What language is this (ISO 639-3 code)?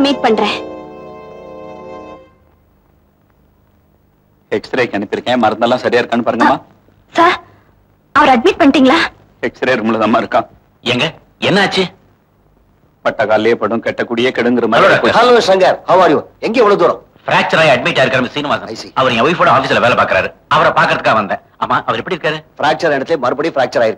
tam